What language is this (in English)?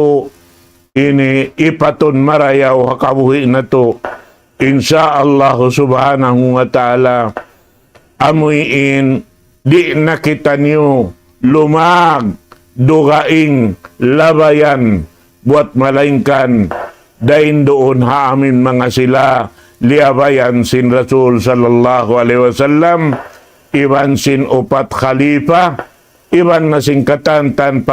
Tausug